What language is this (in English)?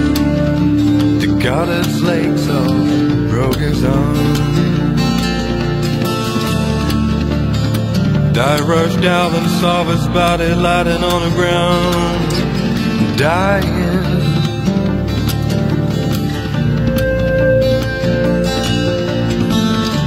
Thai